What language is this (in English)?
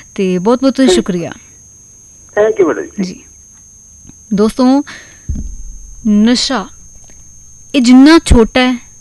Punjabi